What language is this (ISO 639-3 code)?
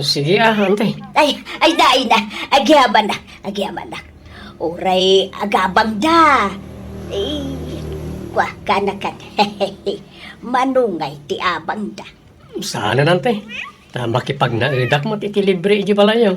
ilo